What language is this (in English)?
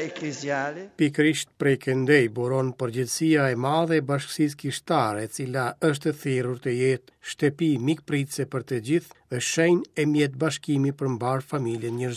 Albanian